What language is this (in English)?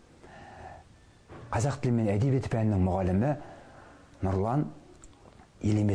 Kazakh